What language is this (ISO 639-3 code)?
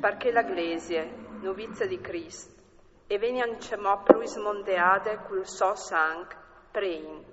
fur